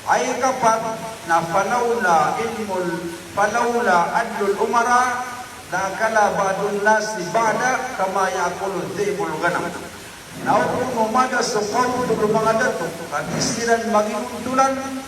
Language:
Maranao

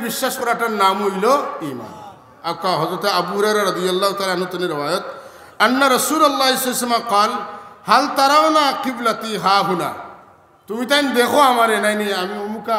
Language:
Sylheti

